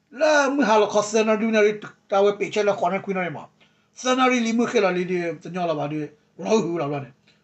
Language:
S'gaw Karen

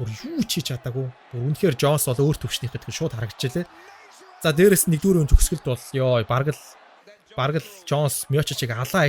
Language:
Mongolian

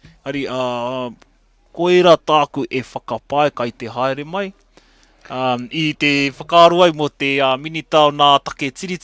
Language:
Māori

